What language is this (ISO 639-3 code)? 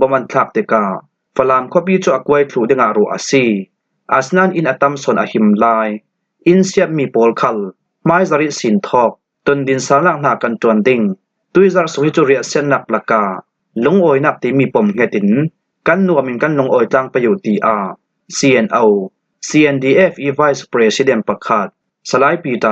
cfm